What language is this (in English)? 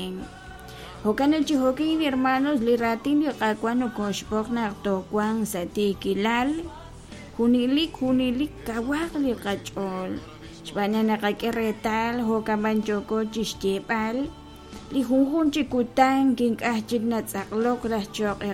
Kekchí